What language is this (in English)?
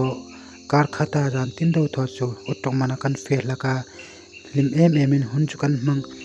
Hmar